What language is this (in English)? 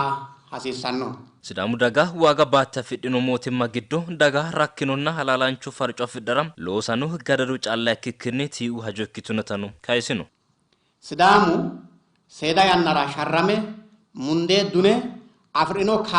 Sidamo